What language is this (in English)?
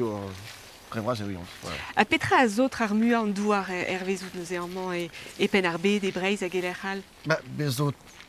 Breton